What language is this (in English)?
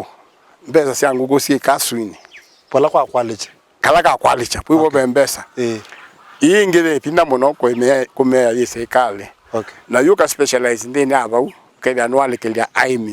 Kamba